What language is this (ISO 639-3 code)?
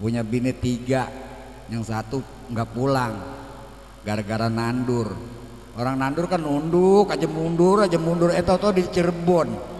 bew